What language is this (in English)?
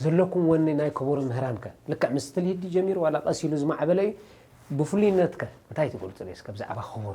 Tigrinya